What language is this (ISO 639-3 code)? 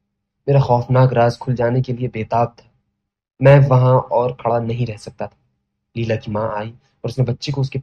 urd